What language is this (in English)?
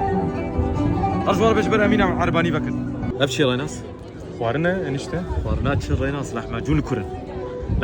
Kurdish